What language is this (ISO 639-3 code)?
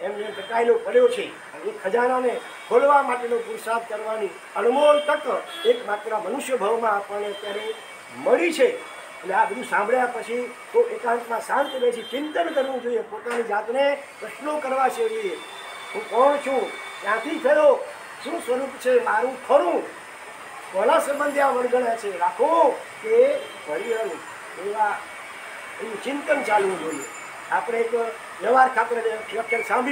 guj